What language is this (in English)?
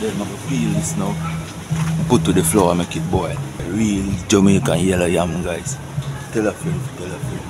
Jamaican Creole English